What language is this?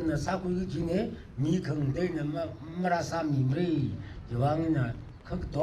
Tangkhul Naga (India)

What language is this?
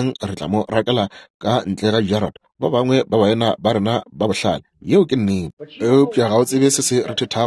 Northern Sotho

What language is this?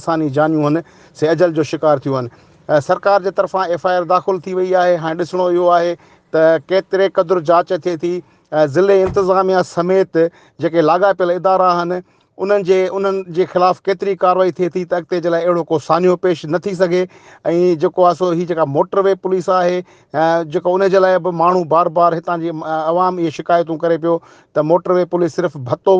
Sindhi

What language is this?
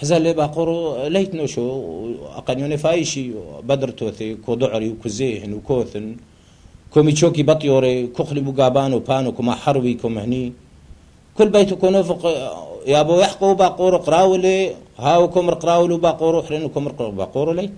Turoyo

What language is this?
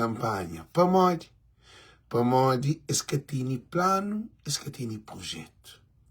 Kabuverdianu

